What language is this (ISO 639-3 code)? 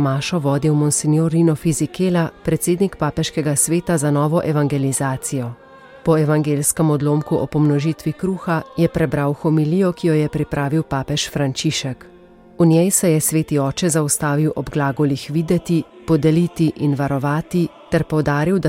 slv